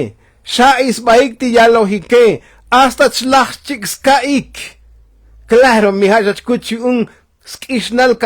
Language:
Tzotzil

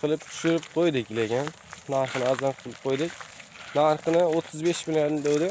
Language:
Uzbek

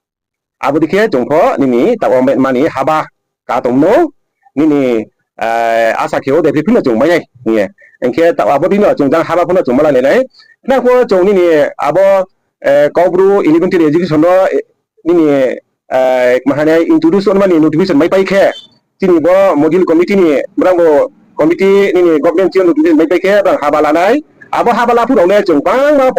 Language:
Riang (India)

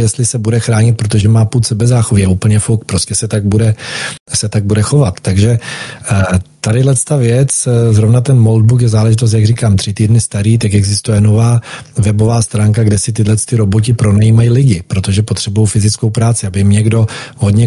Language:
Czech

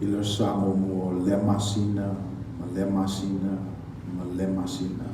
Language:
Samoan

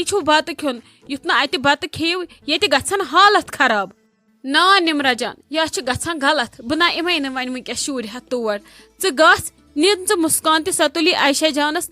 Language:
Kashmiri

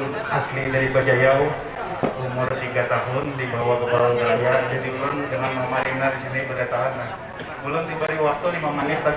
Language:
Banjar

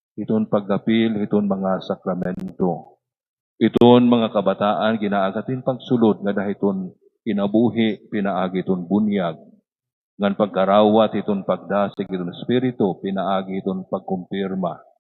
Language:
Waray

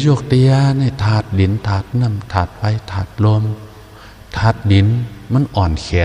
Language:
Shan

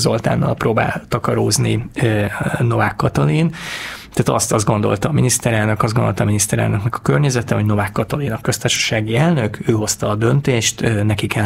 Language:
Hungarian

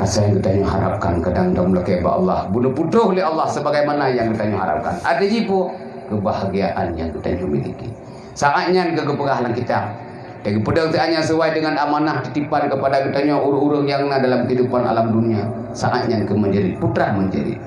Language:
Achinese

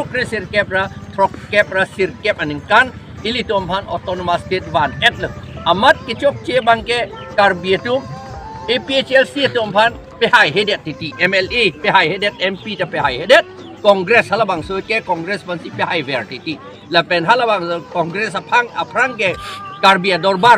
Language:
Karbi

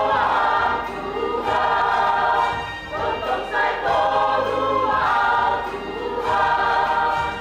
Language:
Batak Simalungun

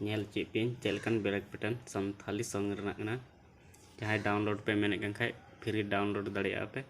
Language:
Santali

